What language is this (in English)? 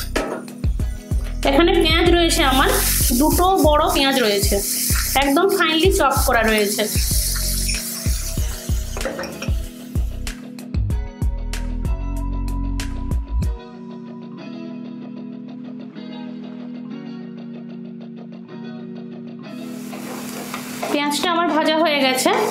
Bangla